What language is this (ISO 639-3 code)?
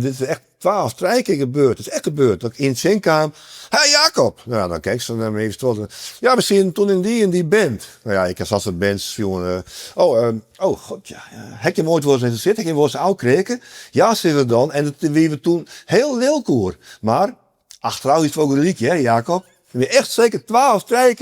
fry